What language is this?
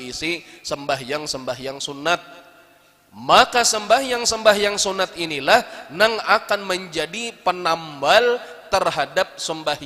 Banjar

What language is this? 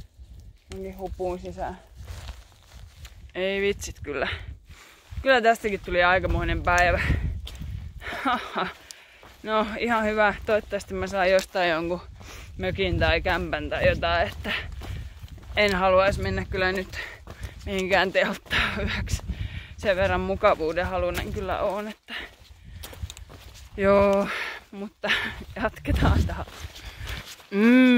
Finnish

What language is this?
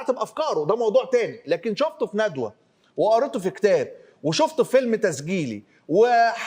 Egyptian Arabic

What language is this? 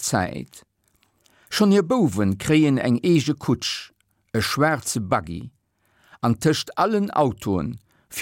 Luxembourgish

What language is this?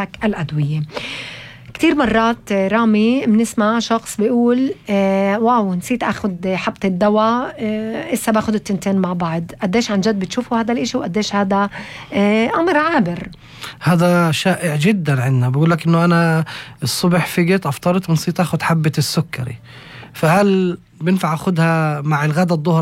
North Levantine Arabic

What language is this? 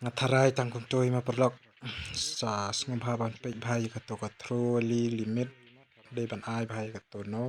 Khasi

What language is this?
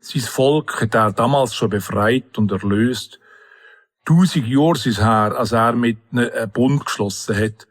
Swiss German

